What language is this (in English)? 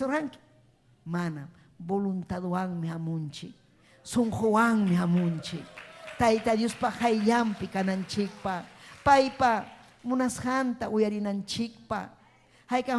Ayacucho Quechua